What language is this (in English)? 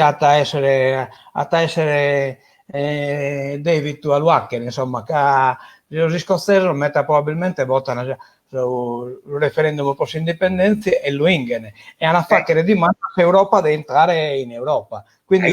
Sardinian